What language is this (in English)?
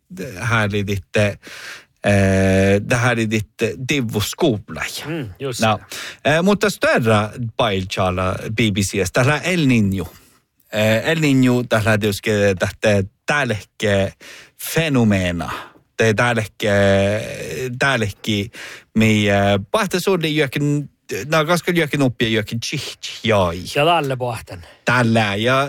Northern Sami